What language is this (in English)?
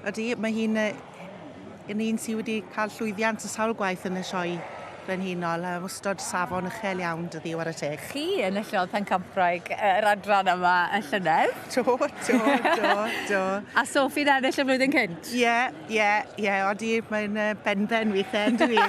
Welsh